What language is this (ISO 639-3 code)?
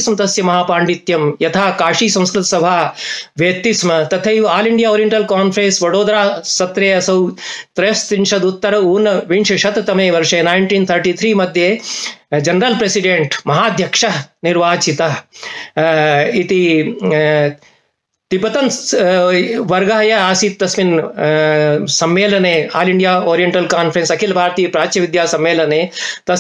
san